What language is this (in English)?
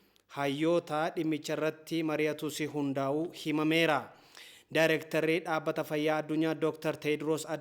Oromo